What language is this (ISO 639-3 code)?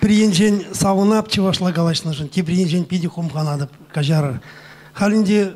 chv